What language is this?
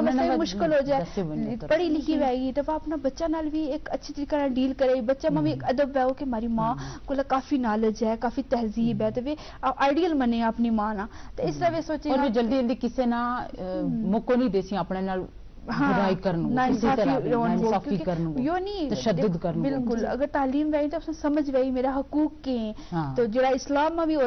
Gujari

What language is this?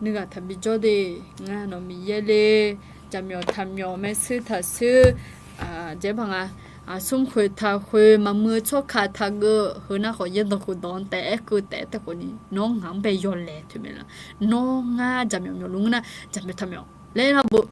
Akha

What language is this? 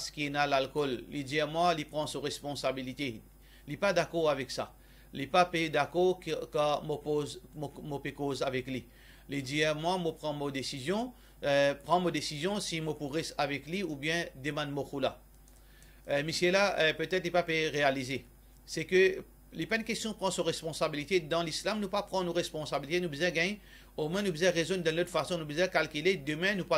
Morisyen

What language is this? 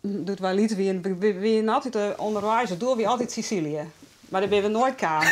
Western Frisian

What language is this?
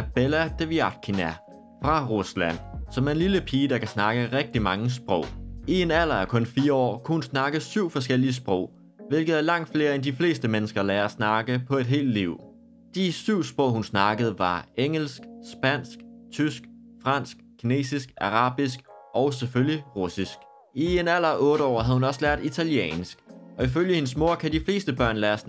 Danish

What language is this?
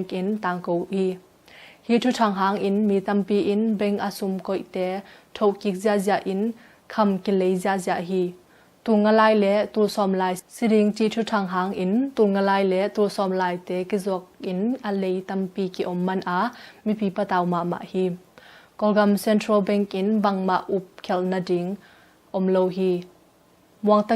Tedim Chin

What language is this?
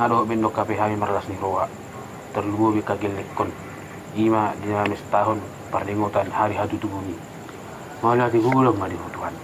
Batak Toba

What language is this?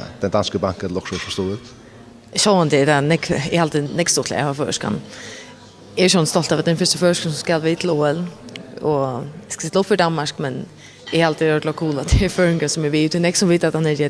Faroese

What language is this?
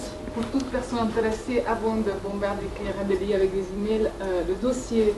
French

